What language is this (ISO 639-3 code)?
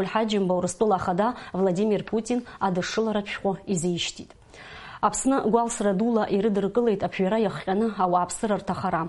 abk